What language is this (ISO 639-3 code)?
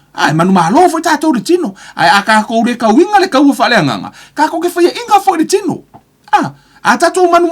smo